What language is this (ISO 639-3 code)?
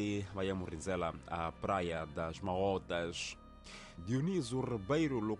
tso